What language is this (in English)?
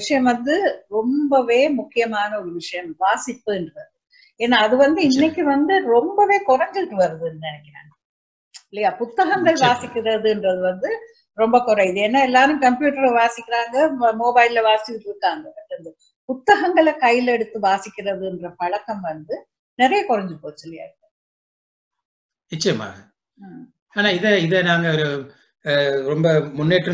Tamil